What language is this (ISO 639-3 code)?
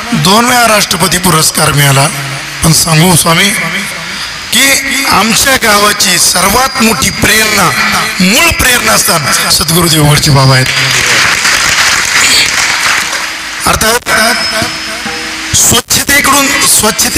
mar